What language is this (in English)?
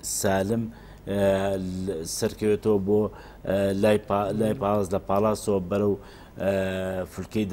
Central Kurdish